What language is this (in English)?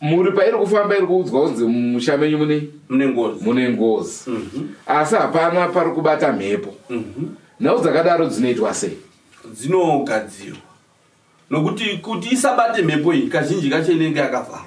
Shona